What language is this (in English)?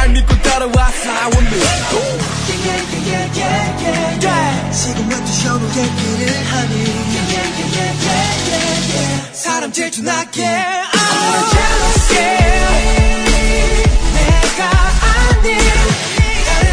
Korean